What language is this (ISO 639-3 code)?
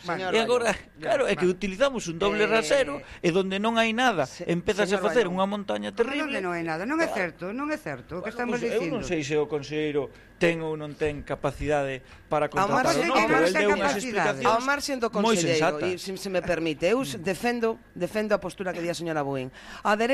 glg